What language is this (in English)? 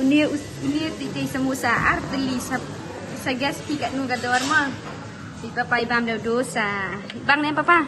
Khasi